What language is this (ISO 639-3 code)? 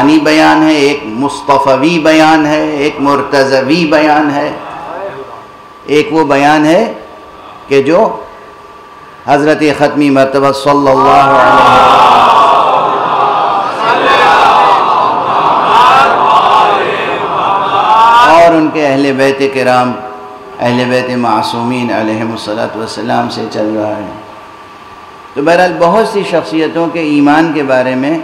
urd